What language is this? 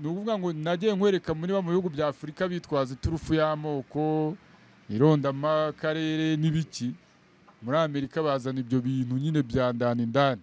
Kinyarwanda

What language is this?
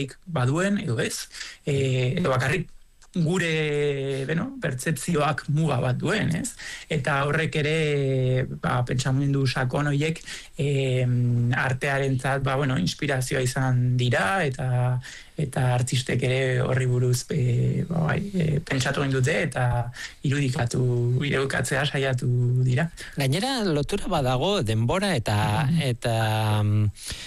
Basque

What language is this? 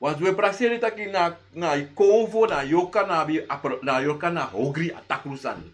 Sranan Tongo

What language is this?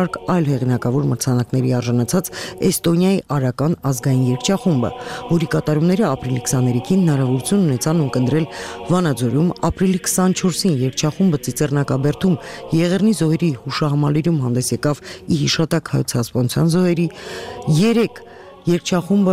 Armenian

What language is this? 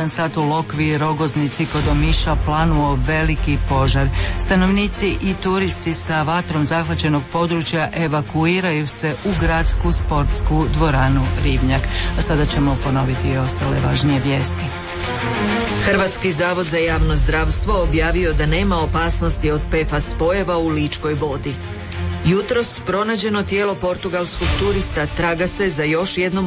Croatian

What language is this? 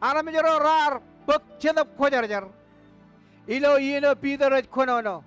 Marshallese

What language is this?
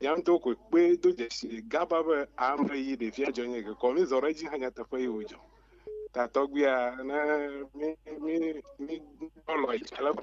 Ewe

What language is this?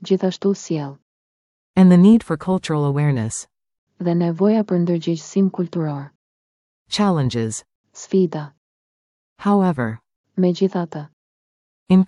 Albanian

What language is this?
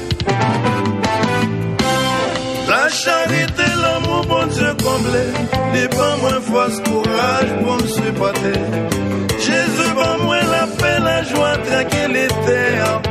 Haitian Creole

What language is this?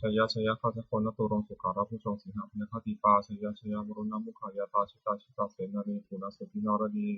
Pali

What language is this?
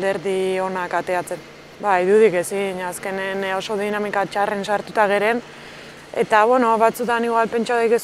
Basque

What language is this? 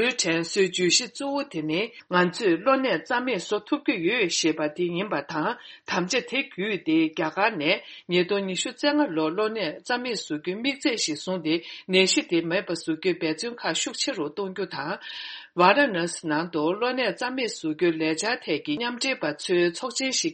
Tibetan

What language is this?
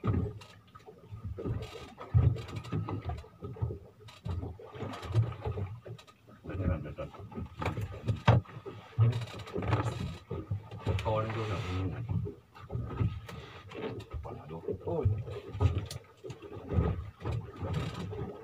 Malay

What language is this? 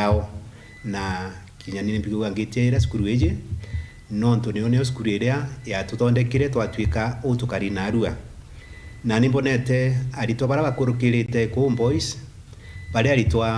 Meru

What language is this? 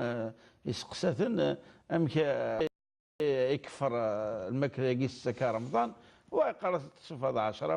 Kabyle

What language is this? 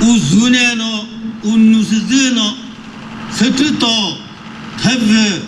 Chokri Naga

